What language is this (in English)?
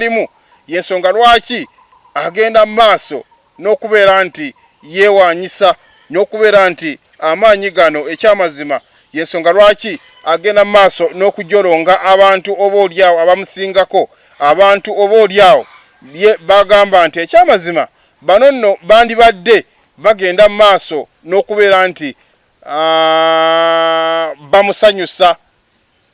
Ganda